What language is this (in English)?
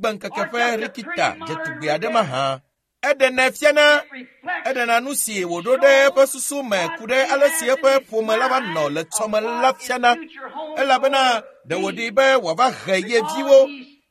Ewe